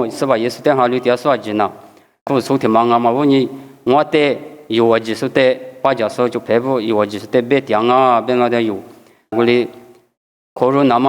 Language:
Lisu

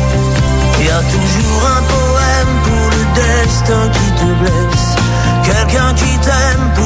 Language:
French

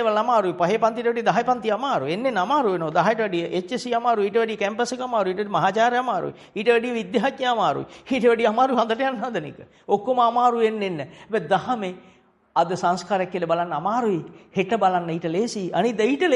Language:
Sinhala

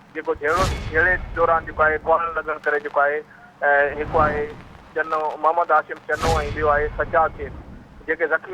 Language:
Sindhi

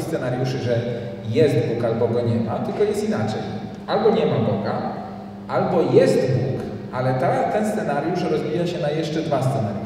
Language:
Polish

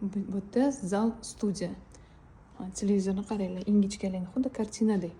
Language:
Uzbek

